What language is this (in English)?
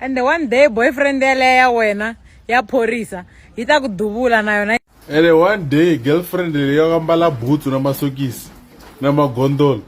Tsonga